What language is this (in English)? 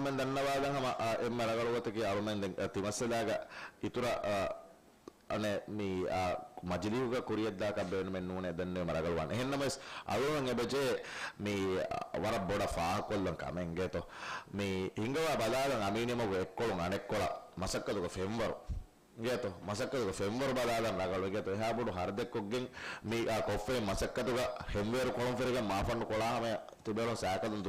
Divehi